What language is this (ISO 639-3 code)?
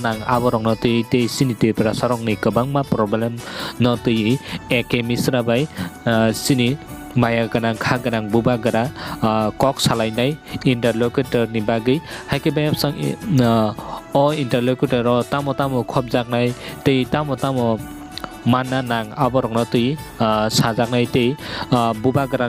trp